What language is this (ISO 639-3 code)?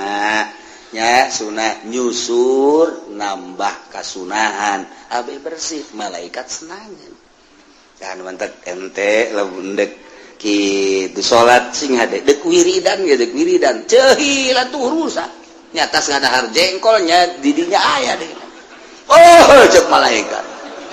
sun